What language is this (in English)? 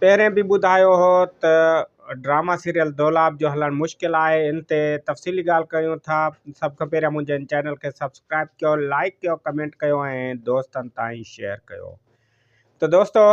Sindhi